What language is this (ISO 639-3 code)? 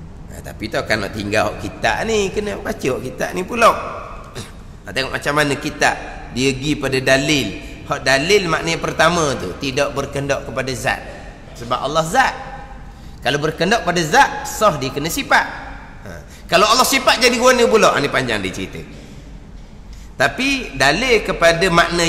msa